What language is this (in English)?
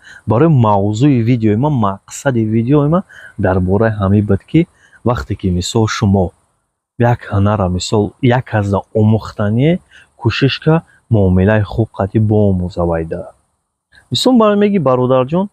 Tajik